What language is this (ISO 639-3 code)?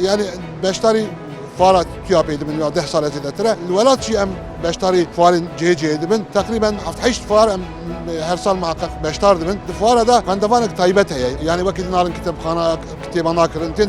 kur